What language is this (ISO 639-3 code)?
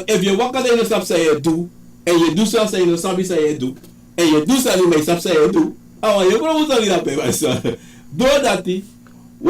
srn